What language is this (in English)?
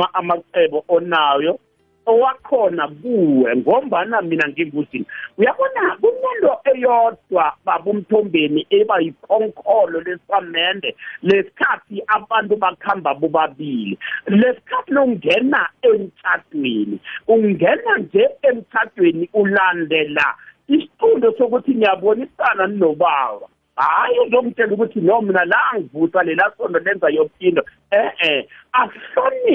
South Ndebele